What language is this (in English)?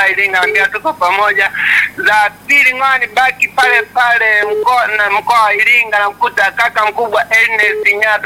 Swahili